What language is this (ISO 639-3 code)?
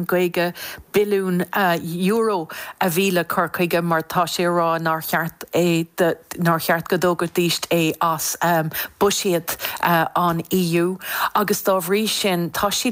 gle